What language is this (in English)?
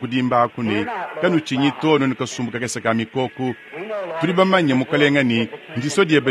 Luba-Lulua